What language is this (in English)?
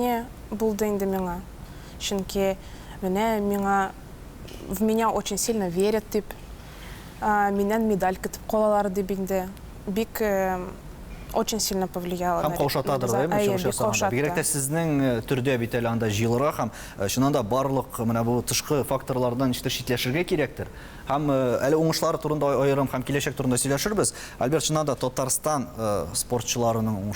Tatar